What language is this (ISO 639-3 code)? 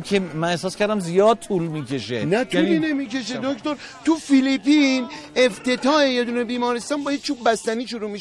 fas